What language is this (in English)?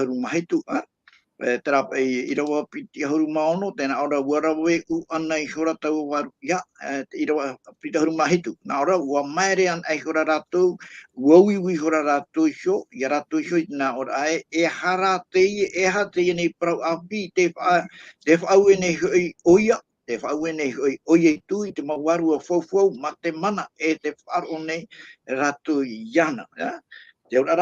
Tahitian